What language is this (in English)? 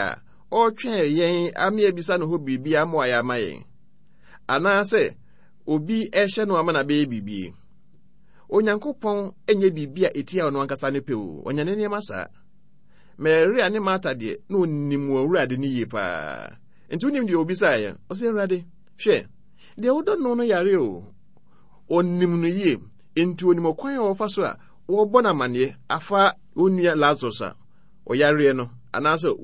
Akan